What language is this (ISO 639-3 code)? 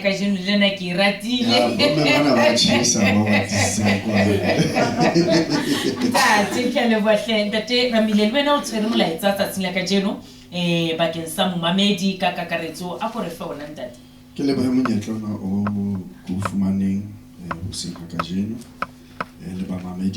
sot